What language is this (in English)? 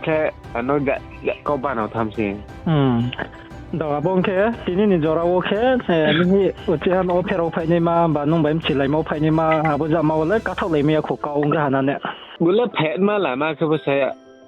Riang (India)